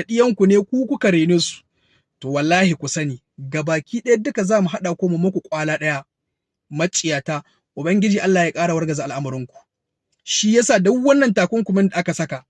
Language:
Hausa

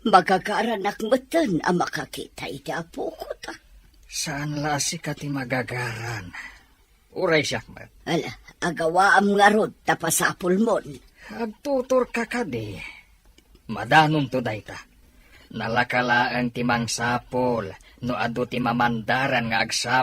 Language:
Iloko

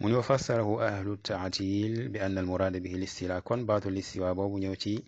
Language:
Wolof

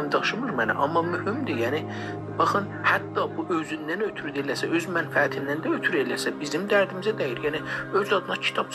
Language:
South Azerbaijani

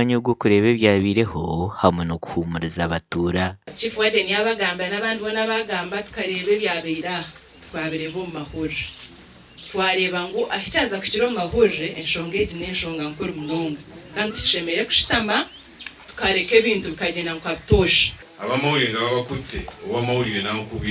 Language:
Nyankole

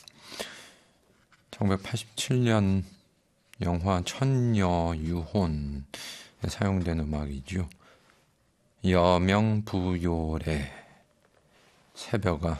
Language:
Korean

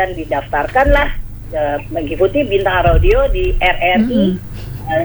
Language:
Indonesian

